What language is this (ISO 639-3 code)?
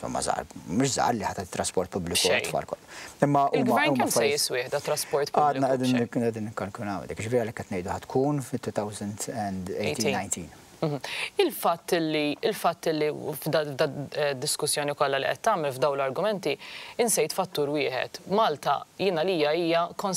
mlt